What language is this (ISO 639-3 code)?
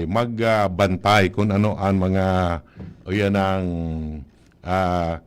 bik